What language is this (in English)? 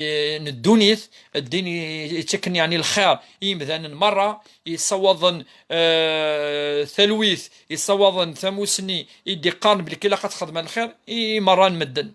Kabyle